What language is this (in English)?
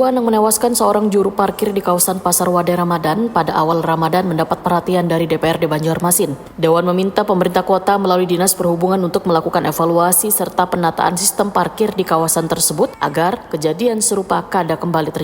Banjar